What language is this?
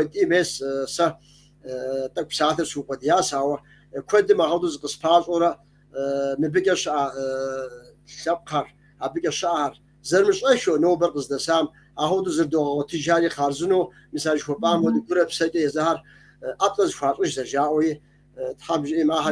Kabardian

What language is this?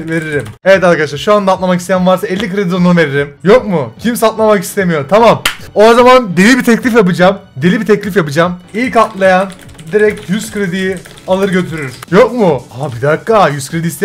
Turkish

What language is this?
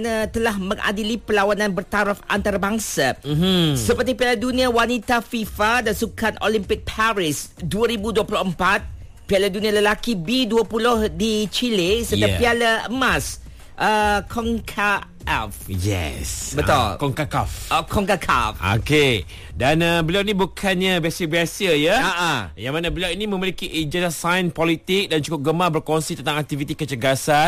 Malay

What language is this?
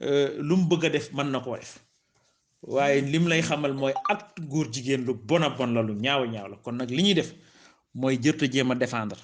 Wolof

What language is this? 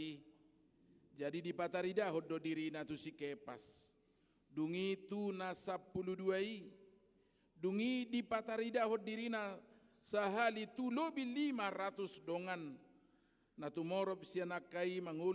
Batak Toba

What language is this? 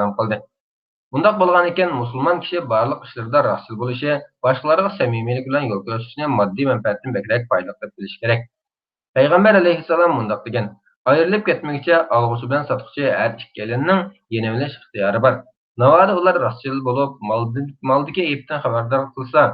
Uyghur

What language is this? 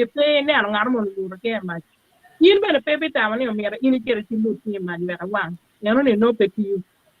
Acoli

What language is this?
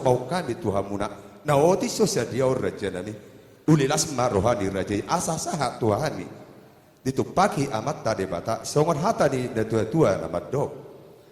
Batak Toba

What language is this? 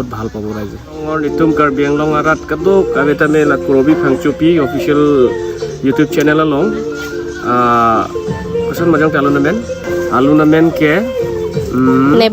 Karbi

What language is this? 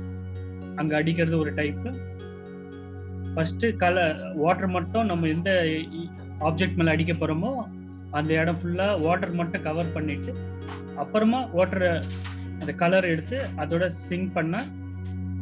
Tamil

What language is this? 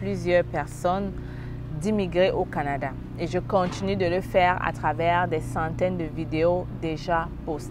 French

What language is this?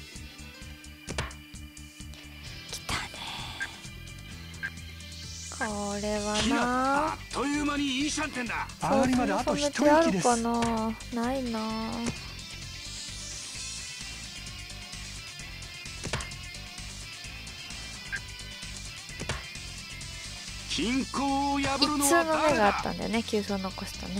Japanese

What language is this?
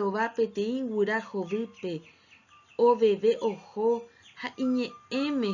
Guarani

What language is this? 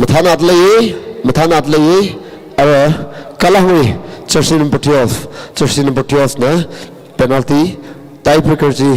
Tangkhul Naga (India)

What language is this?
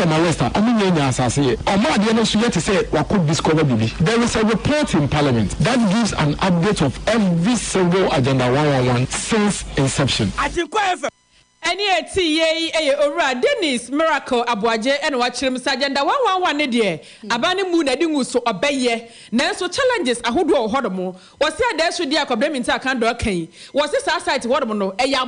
Akan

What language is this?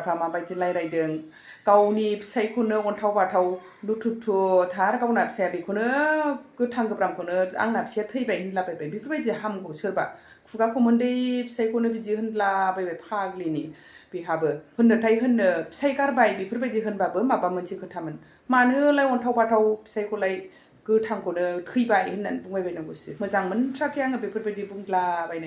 Bodo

